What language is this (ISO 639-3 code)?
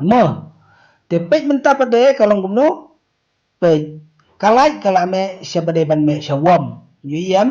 kha